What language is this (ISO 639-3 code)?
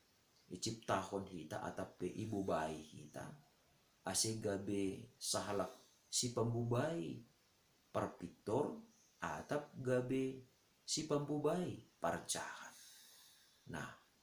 bts